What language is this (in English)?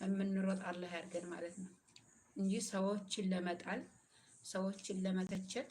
Amharic